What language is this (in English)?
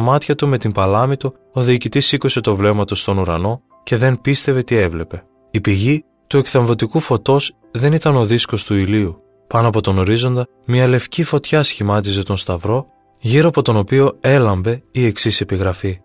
Greek